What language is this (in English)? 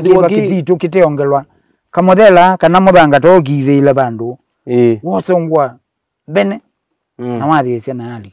Kamba